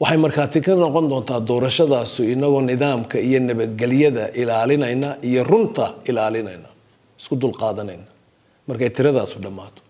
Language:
Somali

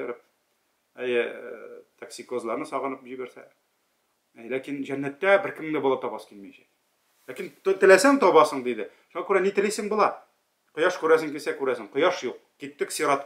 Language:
Tatar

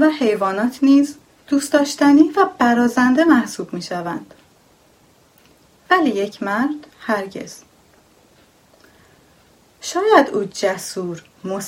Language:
Persian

